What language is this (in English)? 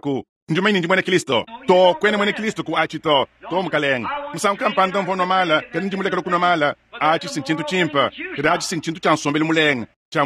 Luba-Lulua